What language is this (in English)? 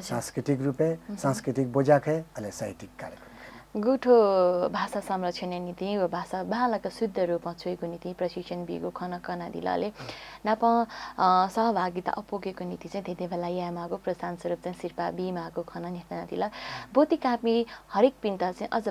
Newari